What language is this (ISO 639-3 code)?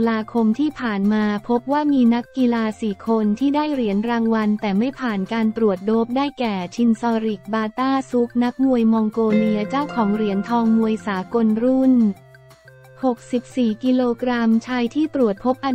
tha